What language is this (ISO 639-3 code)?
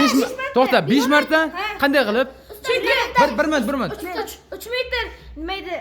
uzb